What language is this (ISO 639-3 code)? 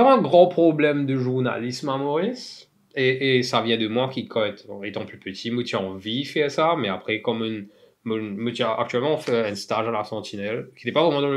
mfe